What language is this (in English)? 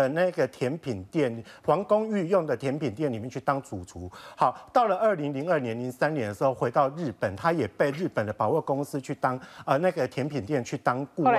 Chinese